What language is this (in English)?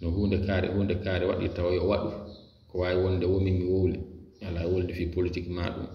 Fula